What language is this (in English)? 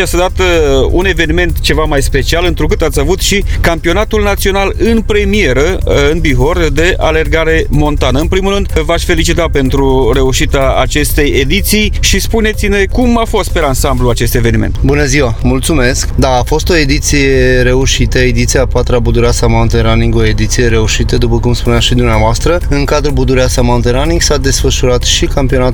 Romanian